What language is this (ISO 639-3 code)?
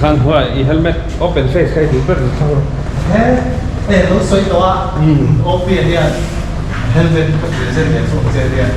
lus